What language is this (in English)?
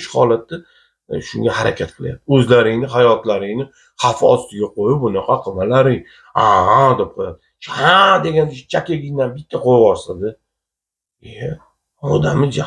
Uzbek